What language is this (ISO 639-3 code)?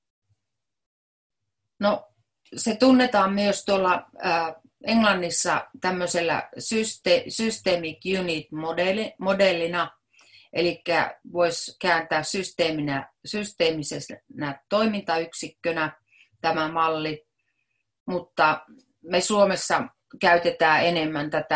fin